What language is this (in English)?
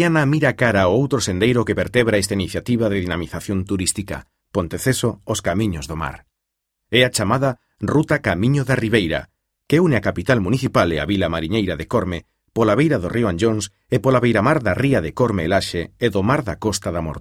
Galician